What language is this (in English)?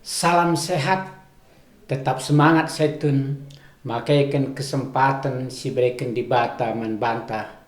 Batak Karo